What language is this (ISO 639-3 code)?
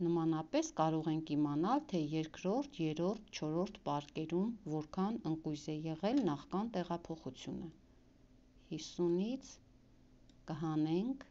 hye